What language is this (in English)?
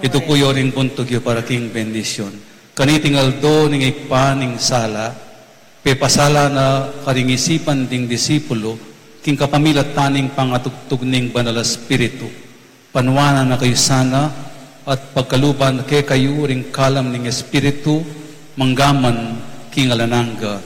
Pampanga